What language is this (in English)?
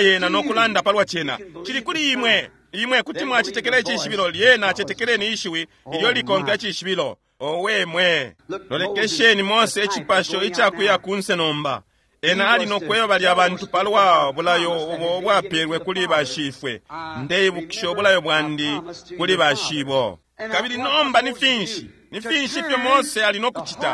Bemba